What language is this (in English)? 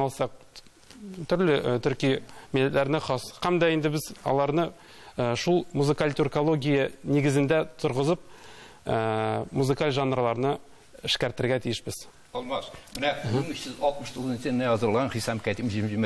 Tatar